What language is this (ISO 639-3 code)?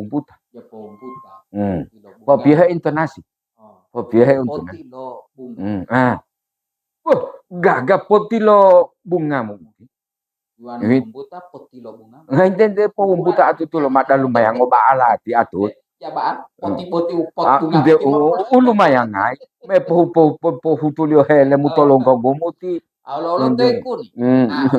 gor